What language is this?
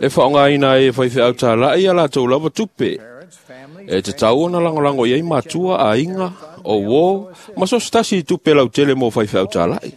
Samoan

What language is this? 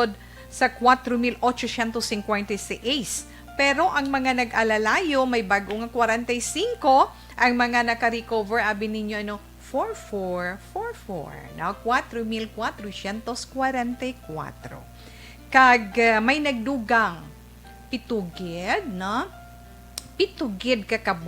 Hiligaynon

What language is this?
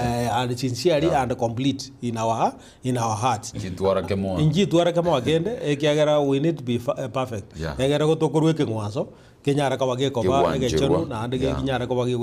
Gusii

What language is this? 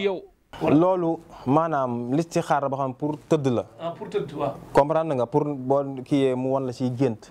Wolof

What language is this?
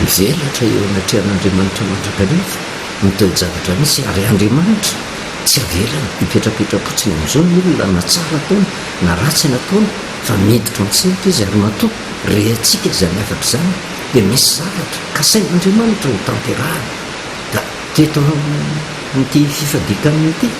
Malagasy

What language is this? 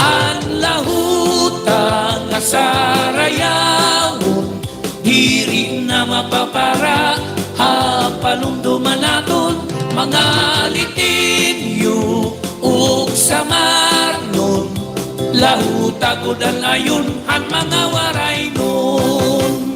Waray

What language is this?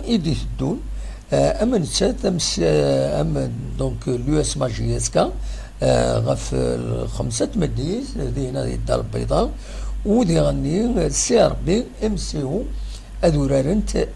Kabyle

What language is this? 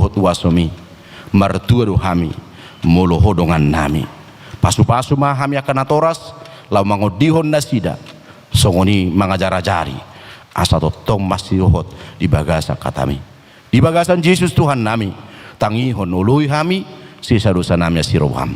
Batak Toba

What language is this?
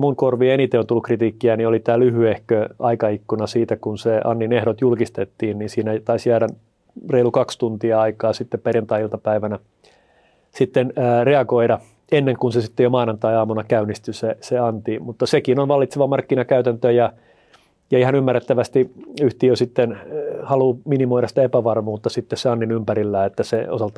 Finnish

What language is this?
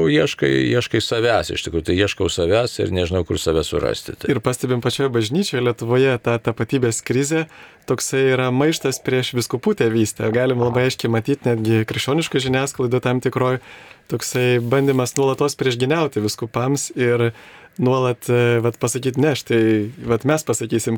Lithuanian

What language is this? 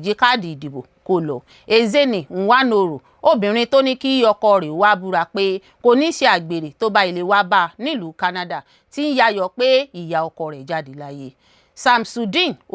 Yoruba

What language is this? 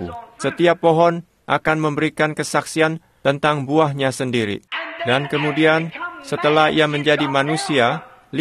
Indonesian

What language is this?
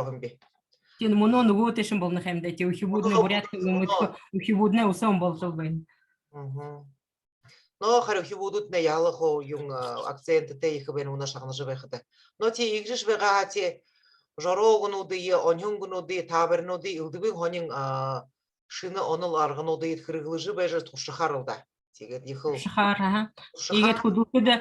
Buriat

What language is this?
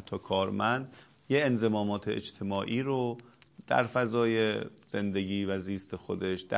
Persian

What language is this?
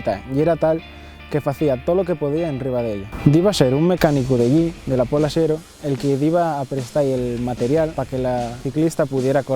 Asturian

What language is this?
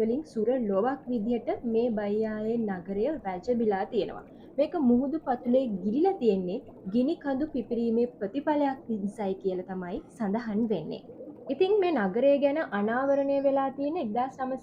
Sinhala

